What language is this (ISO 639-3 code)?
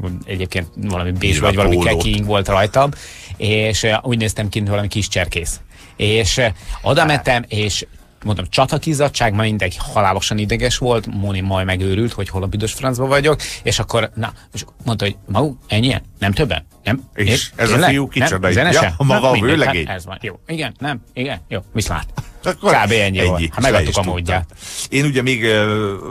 hun